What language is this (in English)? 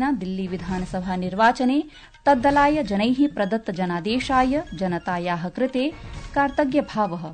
Sanskrit